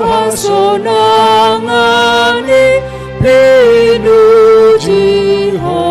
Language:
Batak Toba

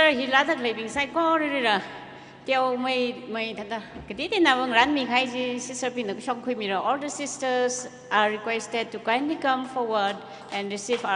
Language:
Tangkhul Naga (India)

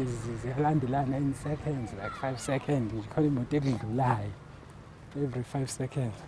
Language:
Zulu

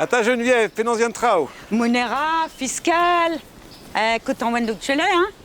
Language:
Breton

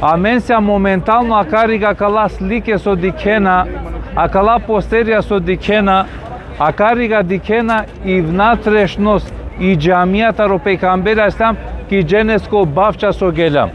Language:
Balkan Romani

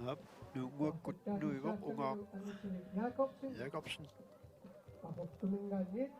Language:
Kalaallisut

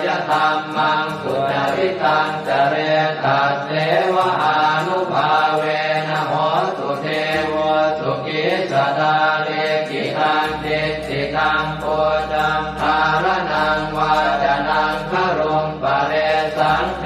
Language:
Pali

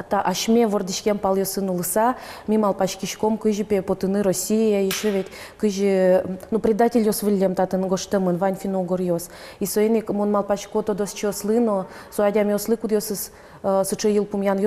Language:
Udmurt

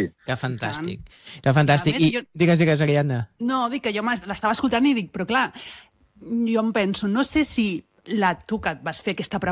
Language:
Catalan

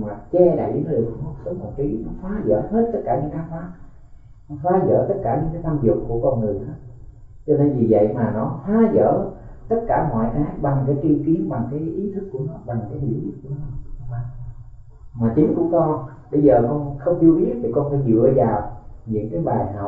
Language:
Vietnamese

